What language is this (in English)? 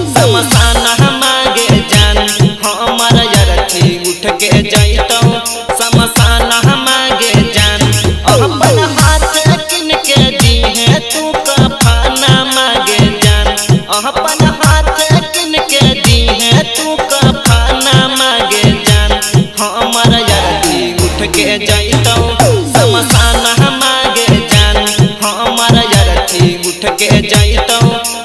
Magahi